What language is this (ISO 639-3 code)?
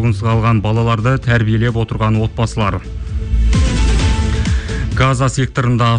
kaz